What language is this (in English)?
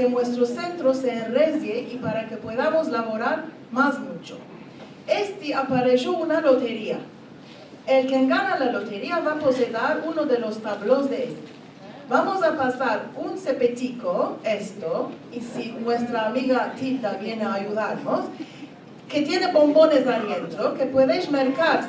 Ladino